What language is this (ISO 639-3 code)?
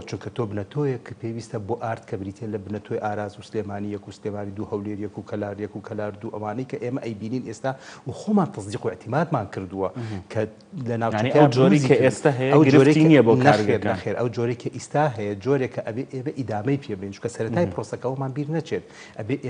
ckb